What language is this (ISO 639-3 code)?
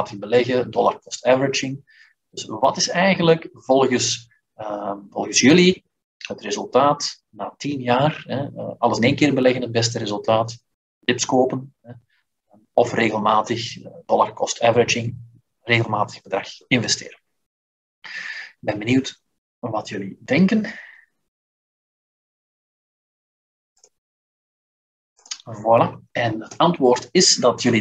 nld